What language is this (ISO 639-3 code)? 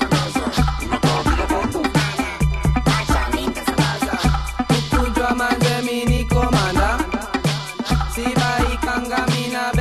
swa